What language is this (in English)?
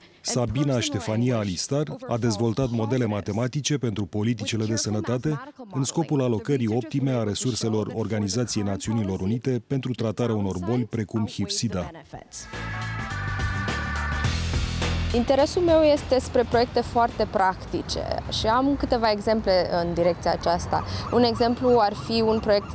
Romanian